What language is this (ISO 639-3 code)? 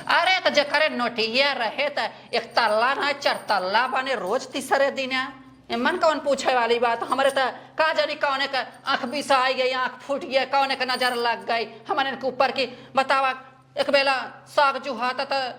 awa